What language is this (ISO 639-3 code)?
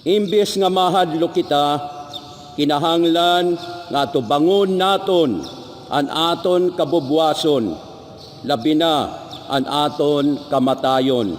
war